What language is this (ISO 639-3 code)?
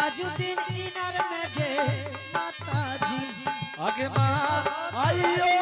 anp